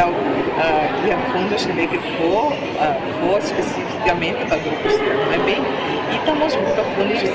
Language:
Tetum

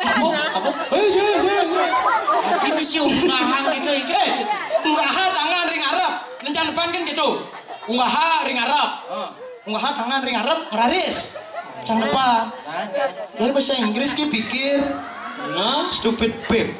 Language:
Balinese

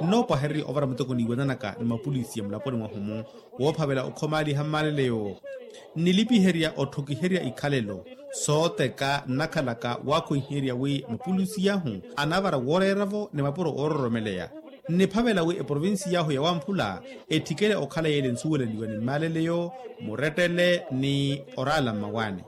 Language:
Makhuwa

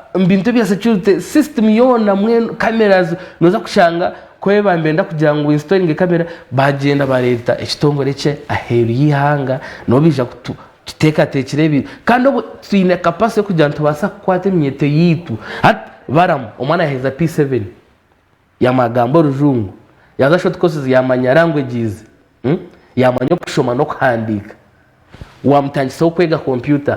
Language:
Nyankole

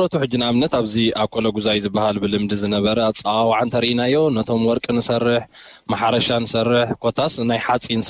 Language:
Tigrinya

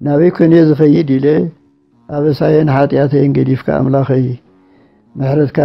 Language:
Tigrinya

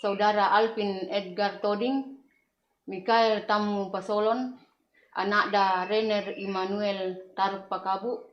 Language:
Toraja-Sa'dan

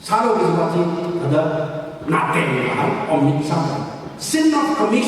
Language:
Tangkhul Naga (India)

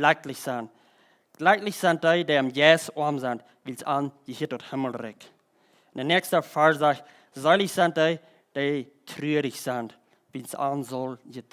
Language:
Plautdietsch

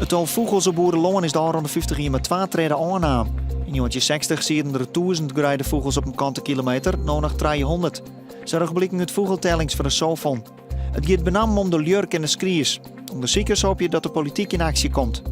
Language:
Western Frisian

